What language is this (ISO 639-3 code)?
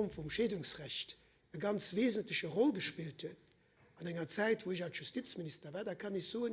ltz